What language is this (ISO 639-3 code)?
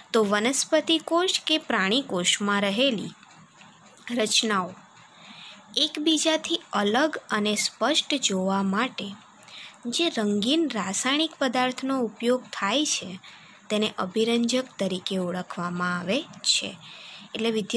guj